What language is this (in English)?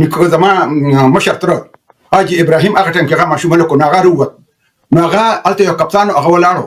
Pashto